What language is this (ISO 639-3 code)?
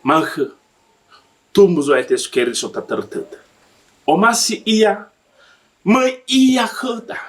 nia